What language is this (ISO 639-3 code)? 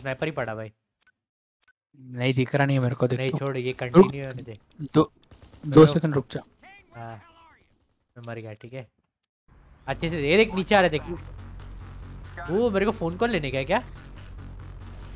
hin